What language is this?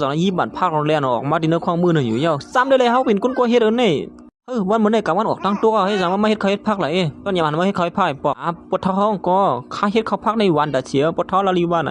Shan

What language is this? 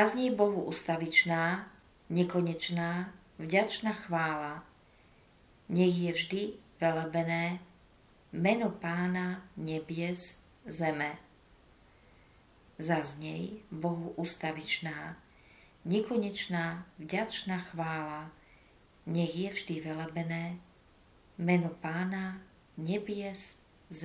Slovak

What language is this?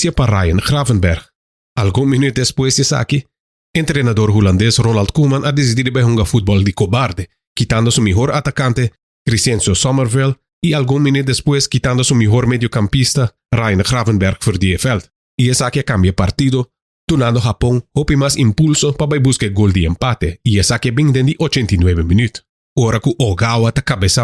Papiamento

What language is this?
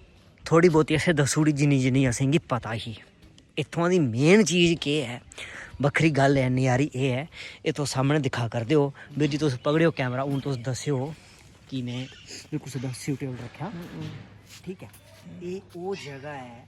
Dogri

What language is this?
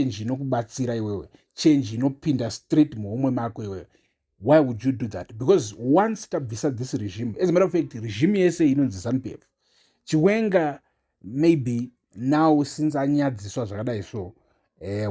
Shona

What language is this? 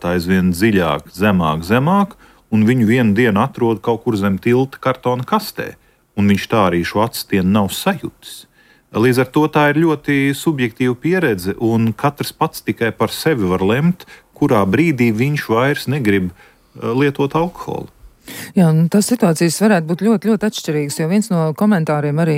Latvian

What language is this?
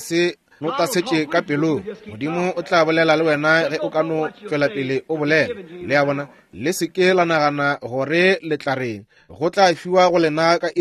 Northern Sotho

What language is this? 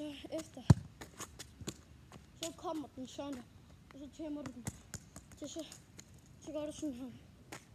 Danish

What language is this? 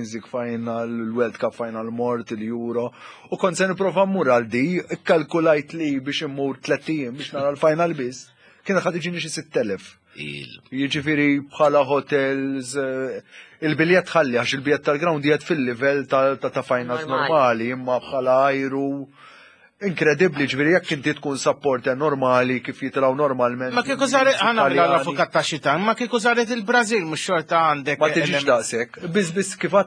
Maltese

